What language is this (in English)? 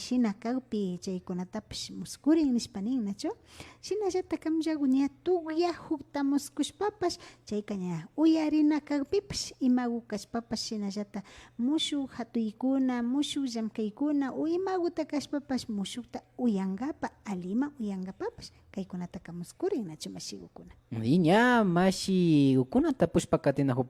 Imbabura Highland Quichua